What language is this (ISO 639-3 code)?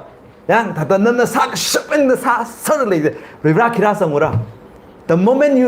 nmf